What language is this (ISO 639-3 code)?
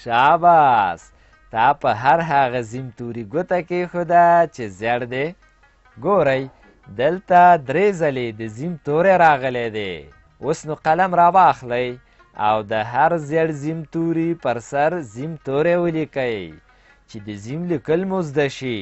pus